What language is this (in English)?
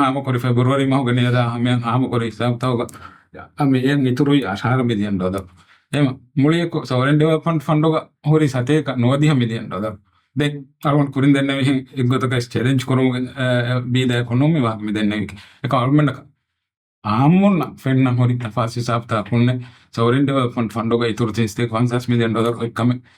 Divehi